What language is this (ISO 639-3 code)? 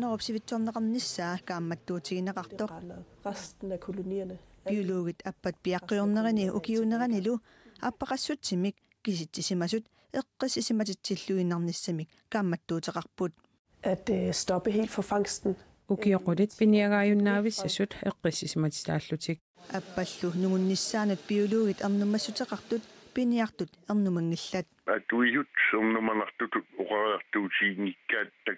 kal